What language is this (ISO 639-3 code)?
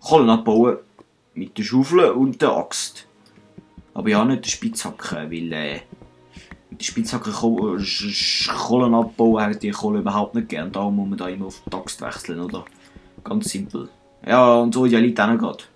gsw